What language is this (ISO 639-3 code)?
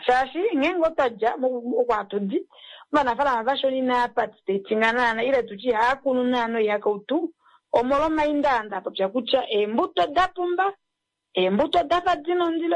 kua